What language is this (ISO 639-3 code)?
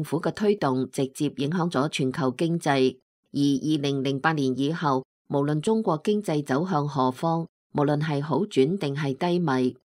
yue